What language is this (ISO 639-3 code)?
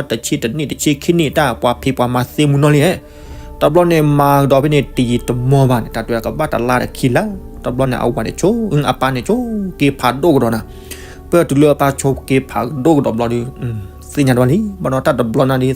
ksw